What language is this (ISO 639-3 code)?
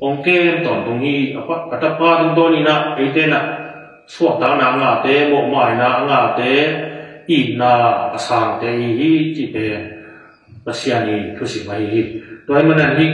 ctd